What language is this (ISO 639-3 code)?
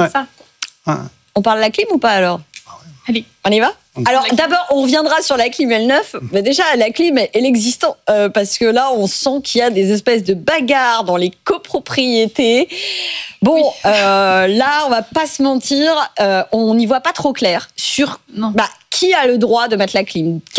fra